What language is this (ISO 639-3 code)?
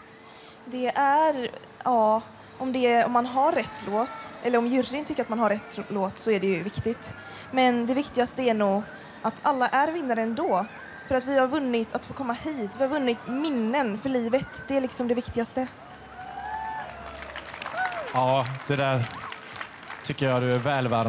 swe